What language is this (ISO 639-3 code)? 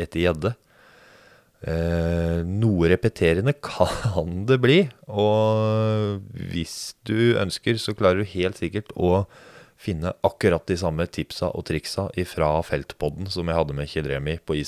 nor